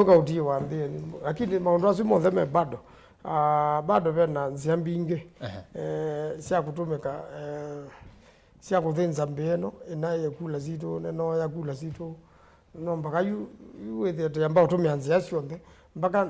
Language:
Kamba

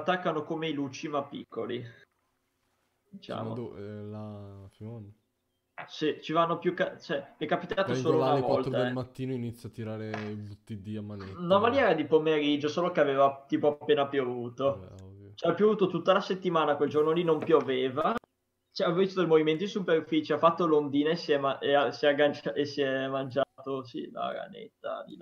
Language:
Italian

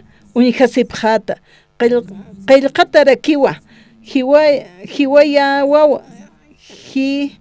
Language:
Aymara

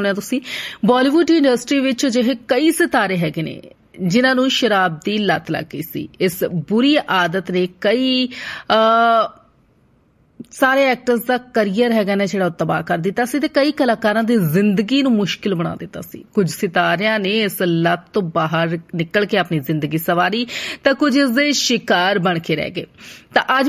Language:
Punjabi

